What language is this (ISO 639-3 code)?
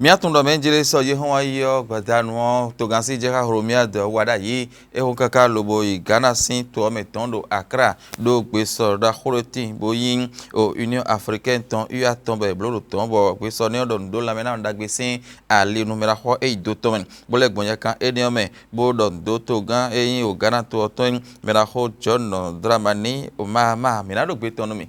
fon